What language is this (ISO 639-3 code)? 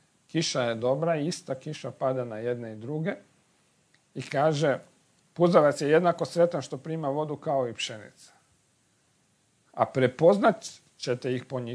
hrv